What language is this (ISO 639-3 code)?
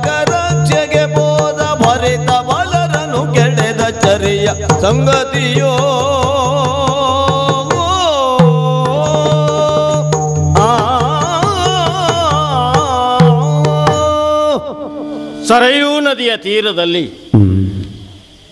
kan